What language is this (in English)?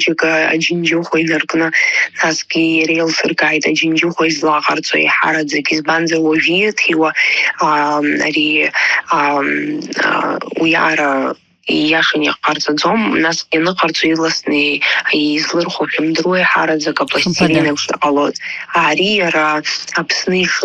Abkhazian